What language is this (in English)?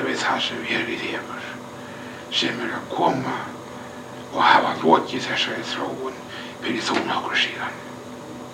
Icelandic